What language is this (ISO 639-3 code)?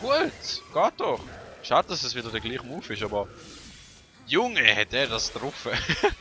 gsw